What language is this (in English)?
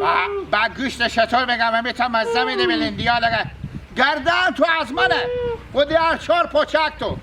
Hazaragi